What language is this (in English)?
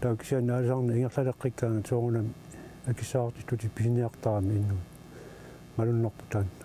Kalaallisut